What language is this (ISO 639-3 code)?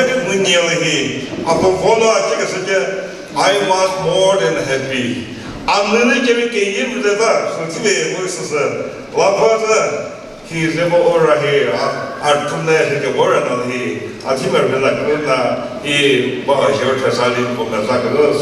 nri